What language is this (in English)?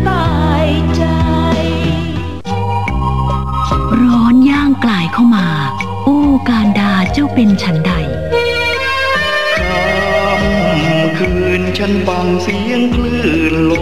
Thai